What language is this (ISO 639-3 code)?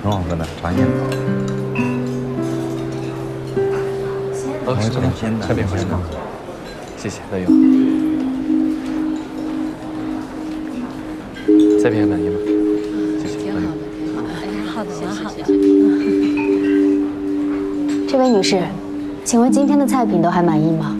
zho